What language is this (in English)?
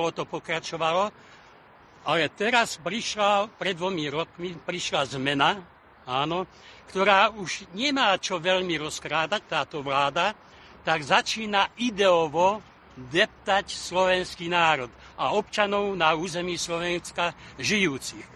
Slovak